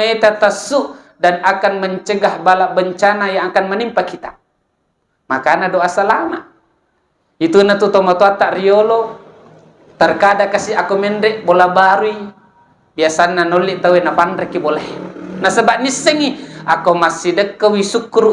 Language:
Buginese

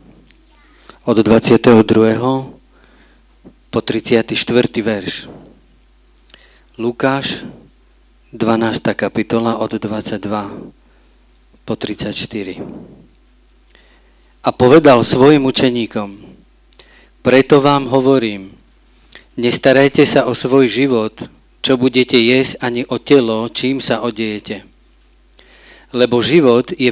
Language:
Slovak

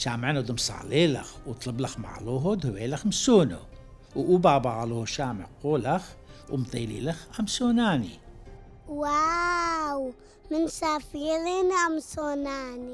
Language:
Turoyo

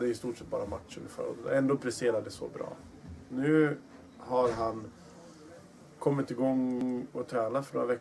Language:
Swedish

